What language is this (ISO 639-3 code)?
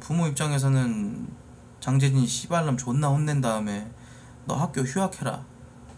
kor